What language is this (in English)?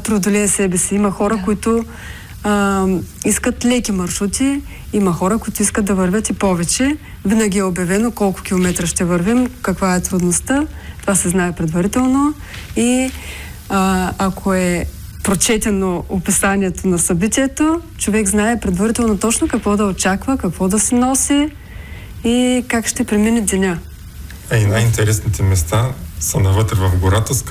Bulgarian